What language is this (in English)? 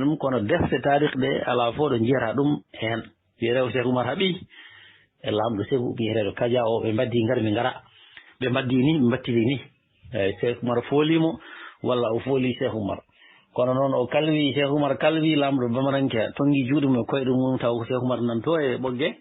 Fula